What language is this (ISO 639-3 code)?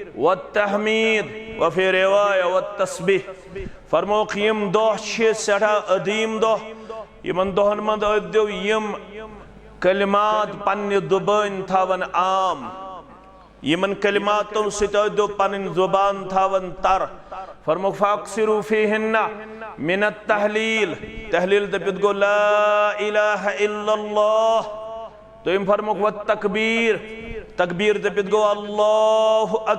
kas